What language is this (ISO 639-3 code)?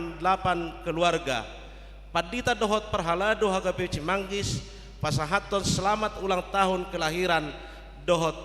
bbc